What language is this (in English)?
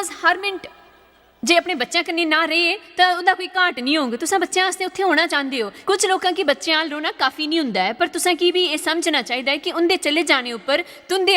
Dogri